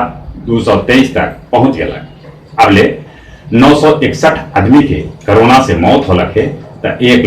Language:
Magahi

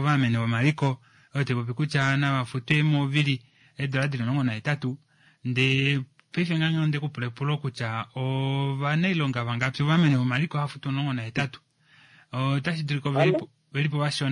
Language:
Kuanyama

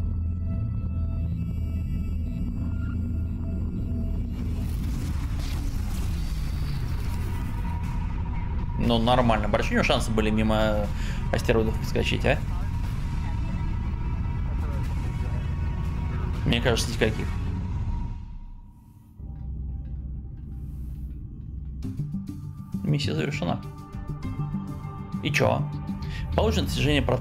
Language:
Russian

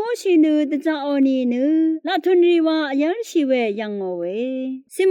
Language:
Rawang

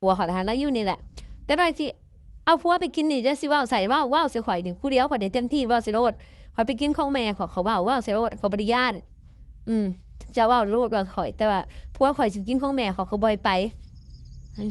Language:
Lao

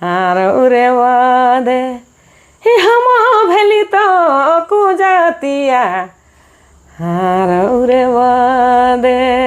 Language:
Sadri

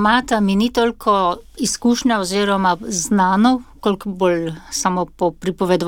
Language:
Slovenian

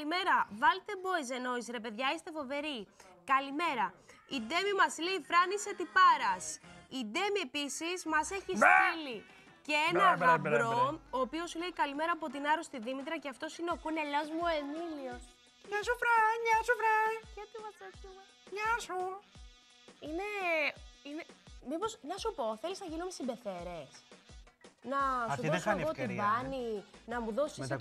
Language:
Greek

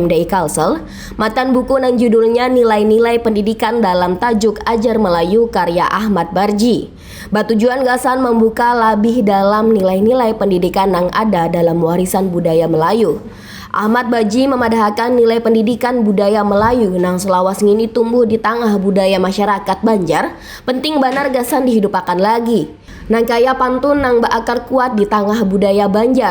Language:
Banjar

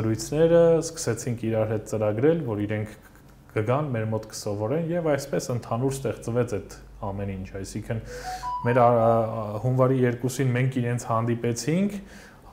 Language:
Armenian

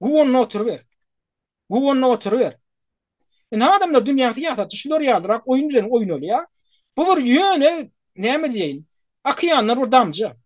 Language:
Turkmen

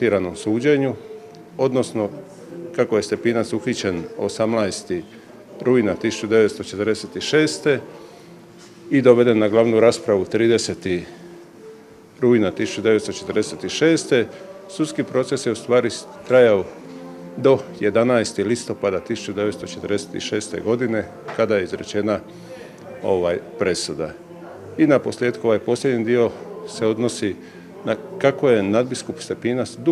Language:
Croatian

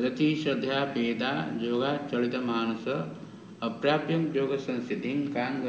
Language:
Odia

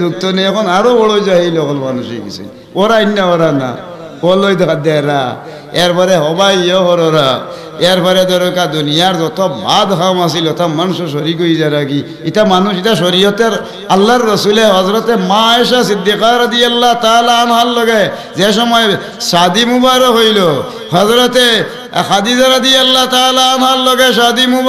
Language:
Sylheti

